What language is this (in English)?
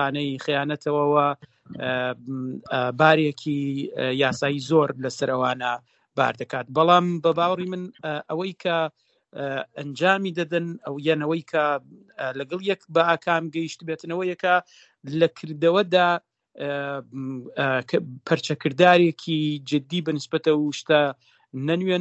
Central Kurdish